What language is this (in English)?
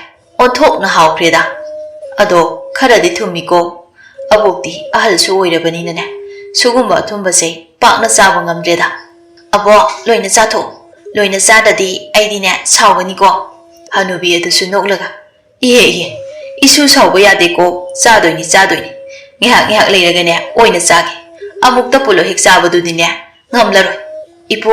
Manipuri